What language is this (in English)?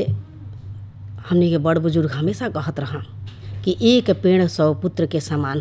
Bhojpuri